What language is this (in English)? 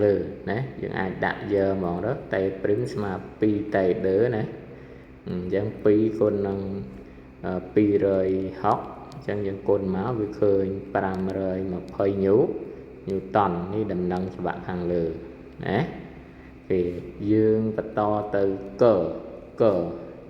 Khmer